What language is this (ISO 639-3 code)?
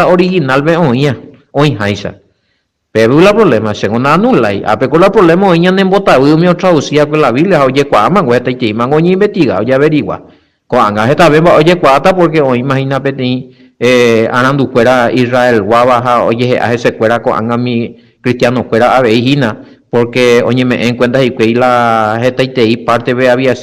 grn